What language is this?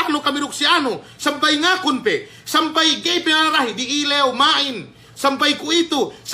Yakan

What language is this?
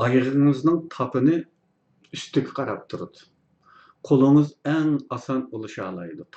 Uyghur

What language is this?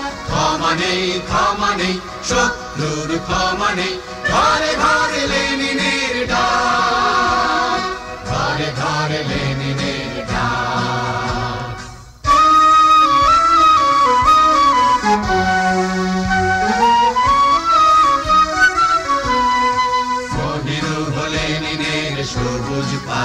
Bangla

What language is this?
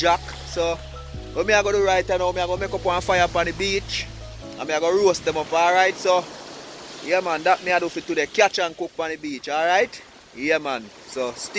Jamaican Creole English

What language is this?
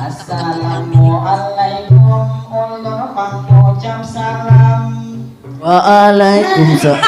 Banjar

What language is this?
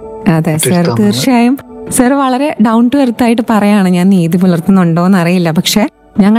Malayalam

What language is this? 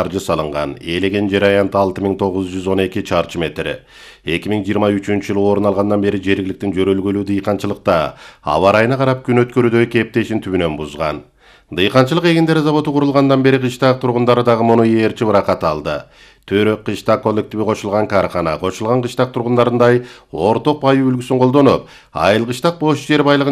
Kyrgyz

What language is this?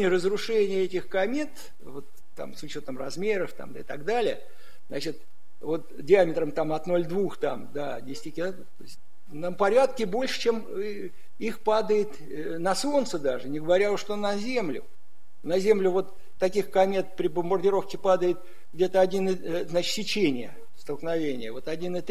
Russian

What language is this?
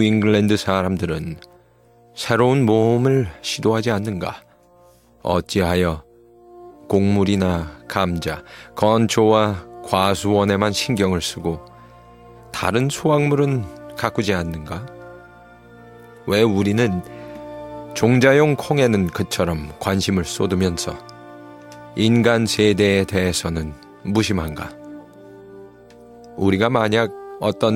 Korean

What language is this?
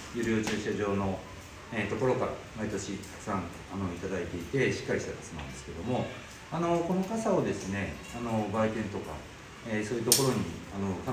Japanese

